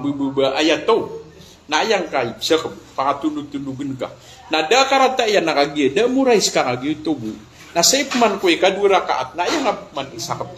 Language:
Maranao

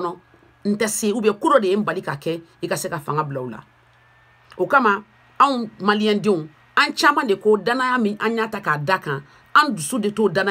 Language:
Bambara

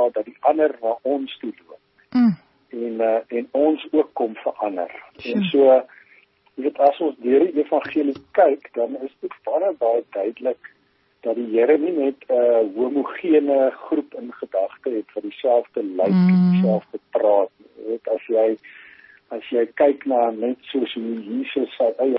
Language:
Afrikaans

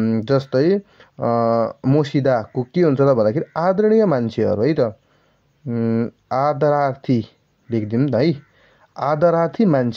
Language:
Nepali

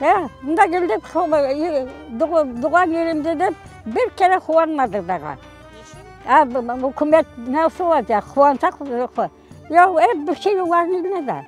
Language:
Crimean Tatar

